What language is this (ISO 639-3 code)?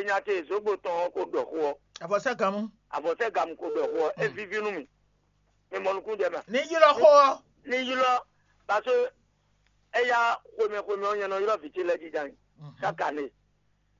fon